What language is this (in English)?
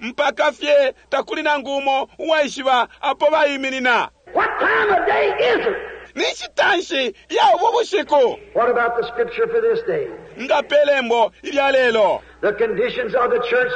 Bemba